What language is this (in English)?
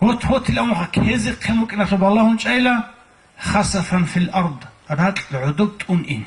Avaric